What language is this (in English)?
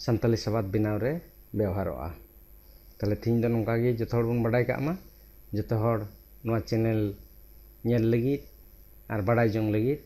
Santali